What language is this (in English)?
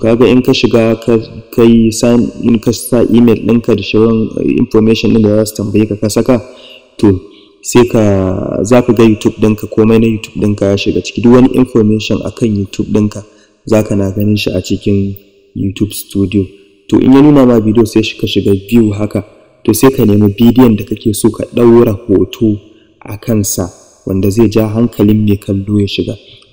Hausa